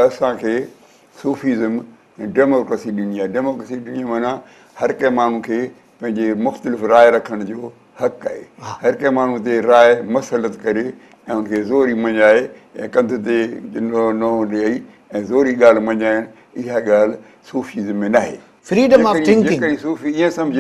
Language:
Sindhi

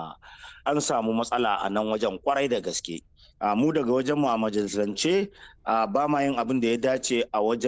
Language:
Hausa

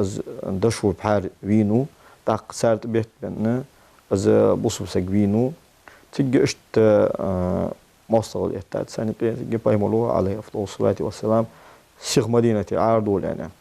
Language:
Ingush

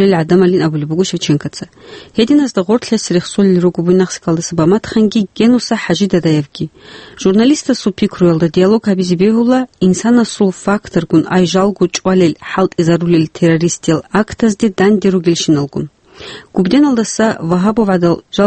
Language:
Avaric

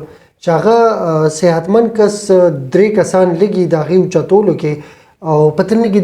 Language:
Pashto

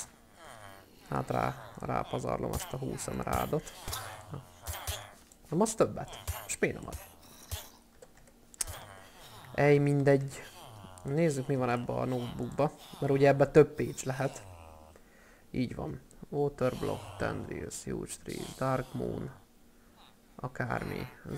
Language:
Hungarian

